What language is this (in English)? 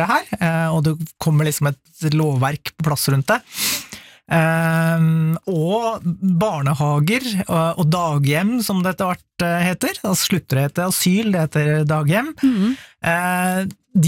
Norwegian